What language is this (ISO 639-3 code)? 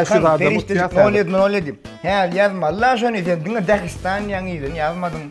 tuk